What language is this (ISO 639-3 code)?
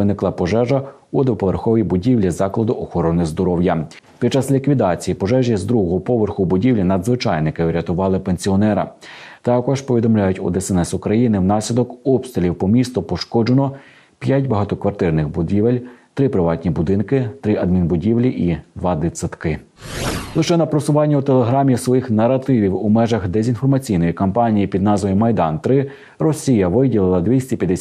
ukr